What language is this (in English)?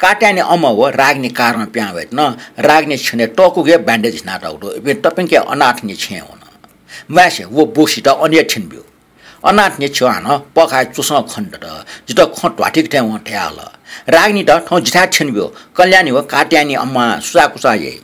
Newari